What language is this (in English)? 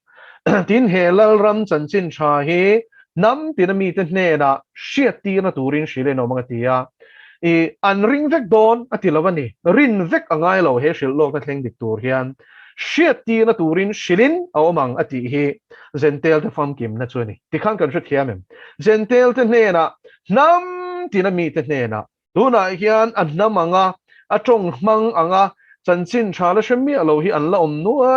Mizo